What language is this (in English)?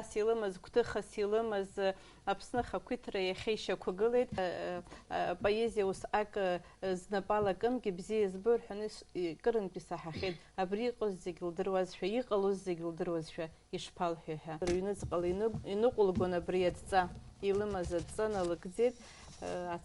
Abkhazian